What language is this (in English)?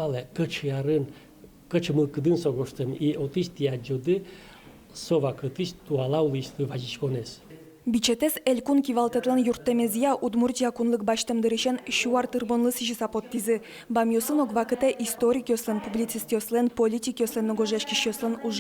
Udmurt